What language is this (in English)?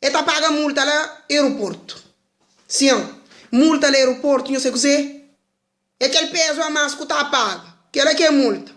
Kabuverdianu